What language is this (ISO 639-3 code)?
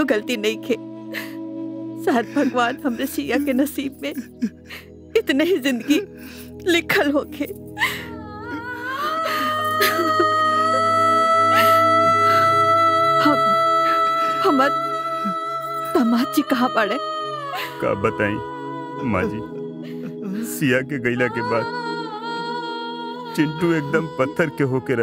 bho